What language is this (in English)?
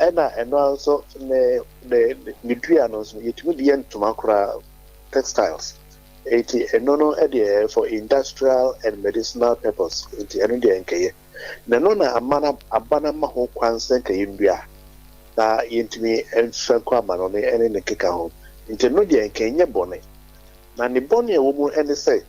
Akan